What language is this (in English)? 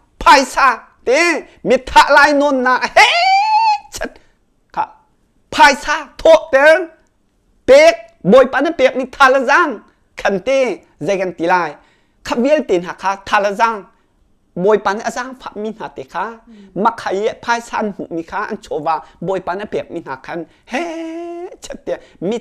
Hakha Chin